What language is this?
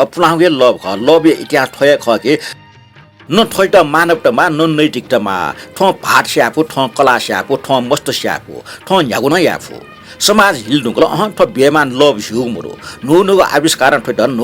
Newari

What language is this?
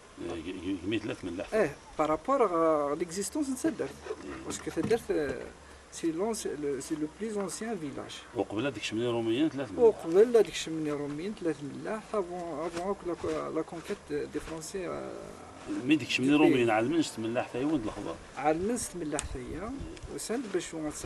Kabyle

